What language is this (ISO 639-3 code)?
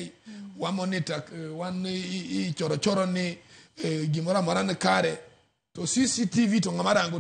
luo